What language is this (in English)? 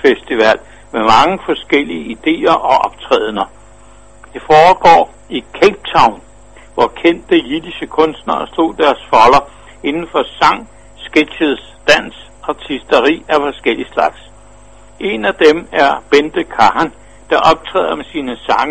Danish